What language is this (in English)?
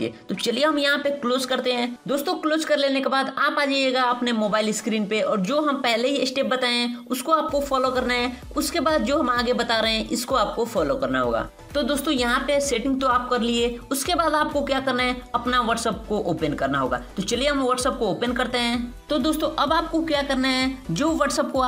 Hindi